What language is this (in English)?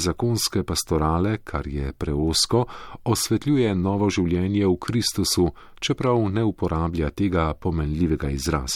Slovenian